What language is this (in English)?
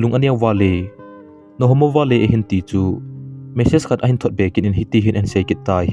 Thado Chin